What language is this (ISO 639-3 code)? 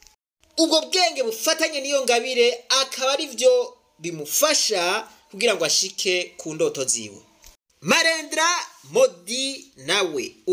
run